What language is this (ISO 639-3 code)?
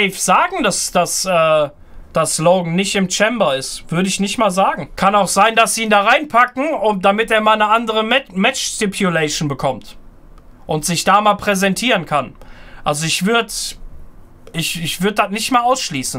deu